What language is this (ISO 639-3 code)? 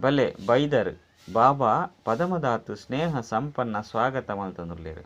tcy